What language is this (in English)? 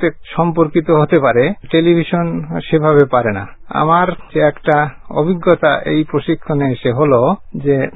Bangla